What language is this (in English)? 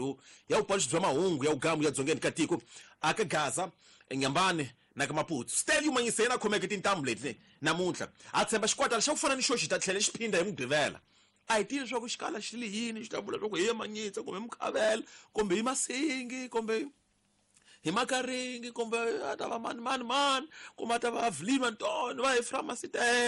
Tsonga